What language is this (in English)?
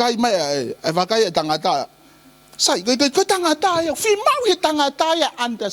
Tongan